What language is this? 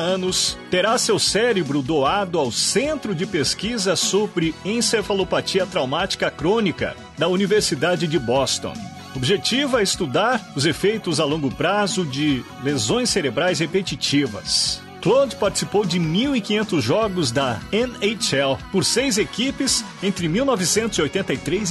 Portuguese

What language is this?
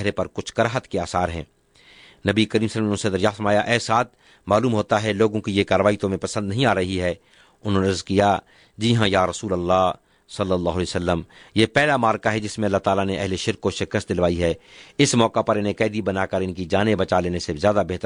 Urdu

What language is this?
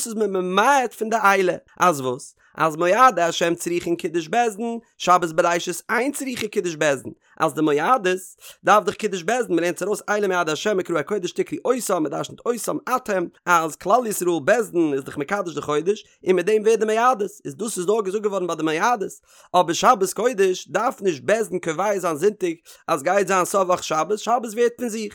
Yiddish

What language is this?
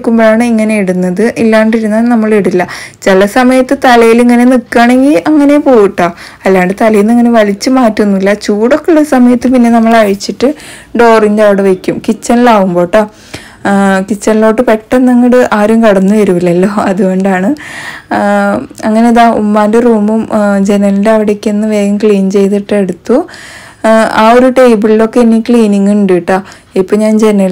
Malayalam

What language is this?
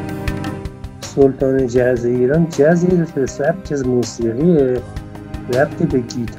Persian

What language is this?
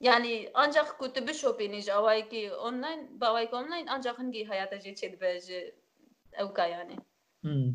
Kurdish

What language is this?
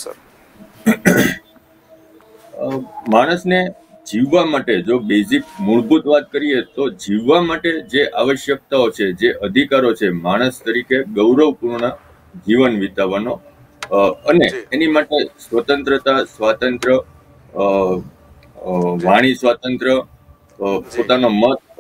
Gujarati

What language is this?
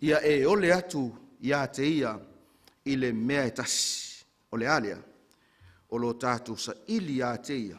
Samoan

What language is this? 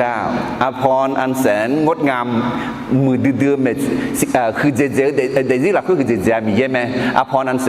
Akha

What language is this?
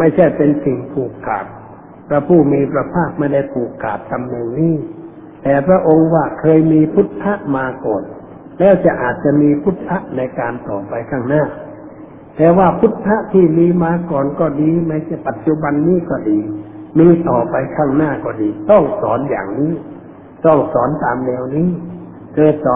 Thai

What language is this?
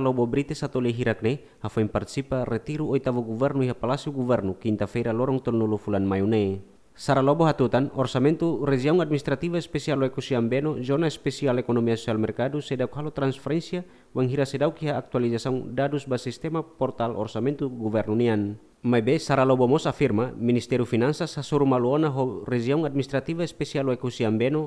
Tetum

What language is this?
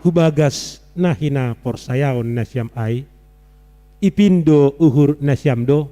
Batak Simalungun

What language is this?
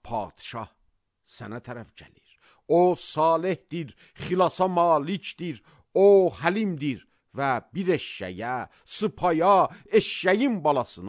Azerbaijani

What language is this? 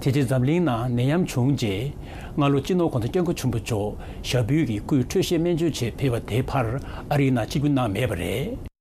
Tibetan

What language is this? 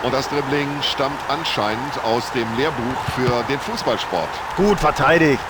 Bavarian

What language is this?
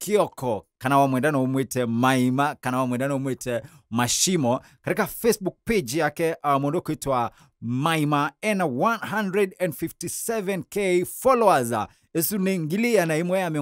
Kamba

